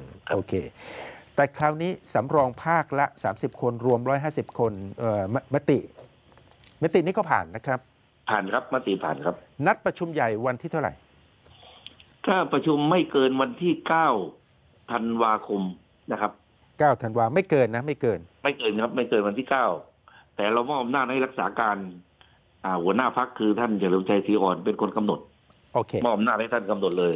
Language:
Thai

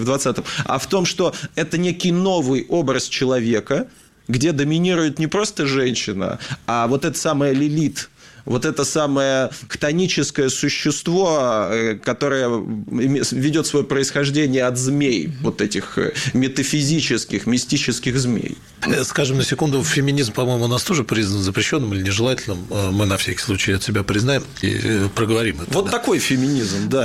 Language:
Russian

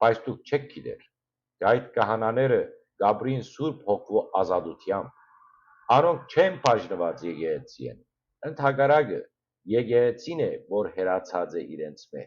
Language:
Western Armenian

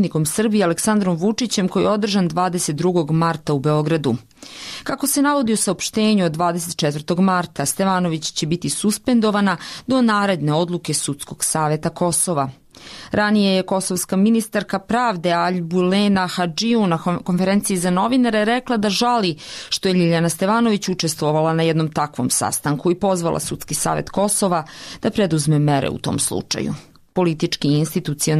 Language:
Serbian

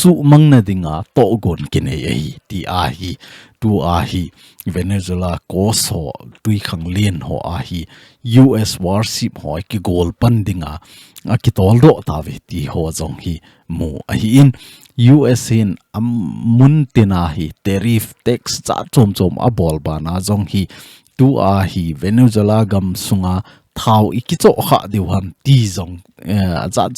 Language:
Thado Chin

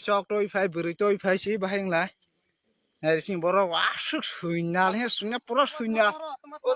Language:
Kok Borok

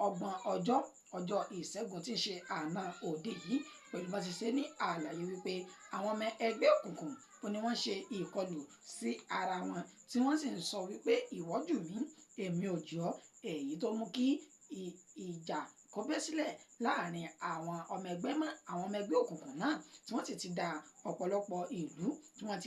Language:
Yoruba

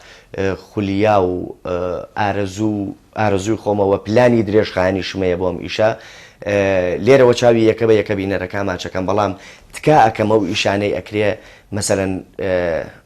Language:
Central Kurdish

